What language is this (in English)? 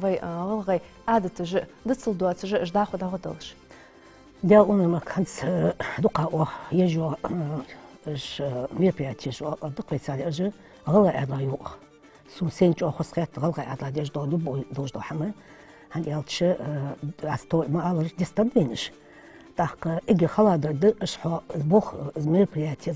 Ingush